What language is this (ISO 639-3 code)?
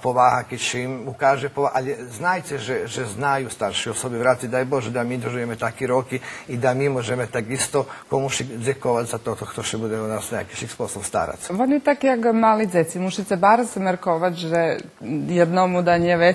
rue